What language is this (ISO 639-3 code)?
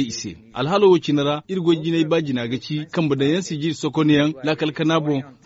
dje